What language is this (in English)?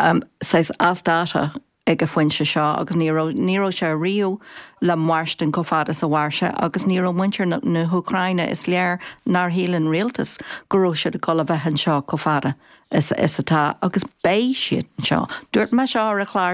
Irish